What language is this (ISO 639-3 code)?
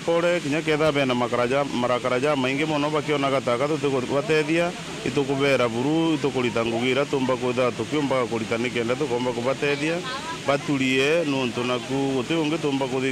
mer